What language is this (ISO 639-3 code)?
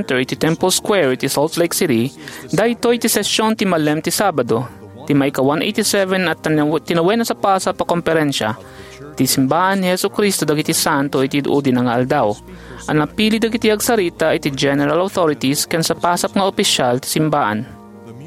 ilo